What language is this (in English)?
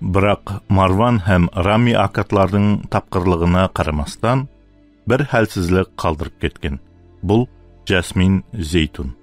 Kara-Kalpak